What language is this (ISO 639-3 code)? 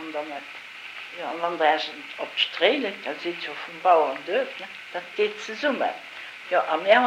ltz